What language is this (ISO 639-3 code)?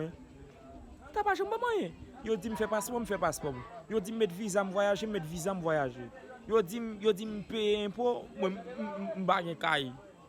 hat